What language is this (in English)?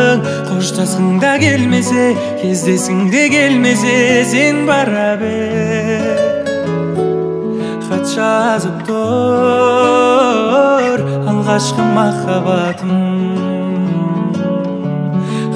Kazakh